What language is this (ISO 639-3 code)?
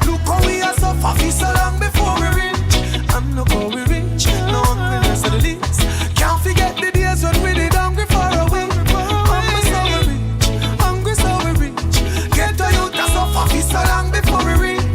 jam